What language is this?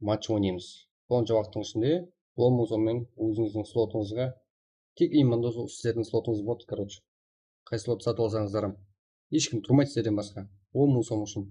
Kara-Kalpak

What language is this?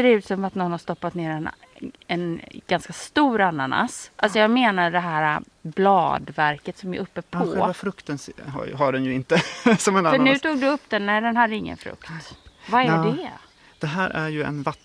Swedish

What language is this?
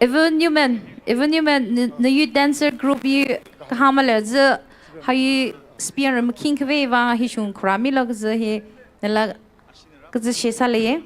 Tangkhul Naga (India)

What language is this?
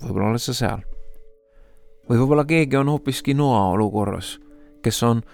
Estonian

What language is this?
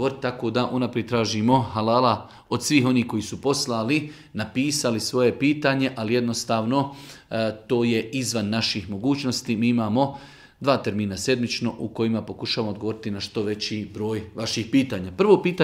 Bosnian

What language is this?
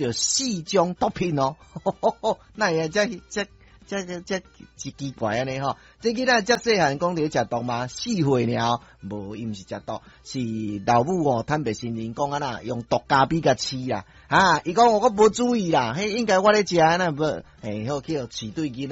Min Nan Chinese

